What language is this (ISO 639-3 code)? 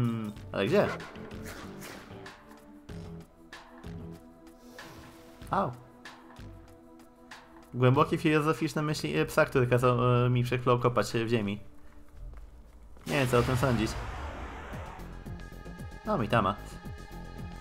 pol